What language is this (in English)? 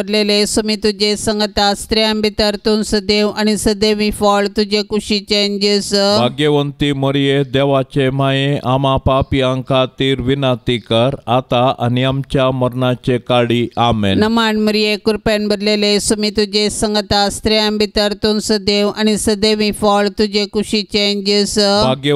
Konkani